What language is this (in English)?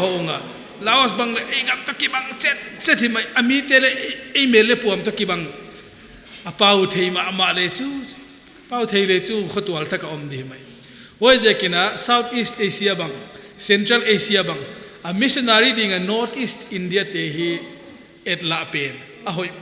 Paite Chin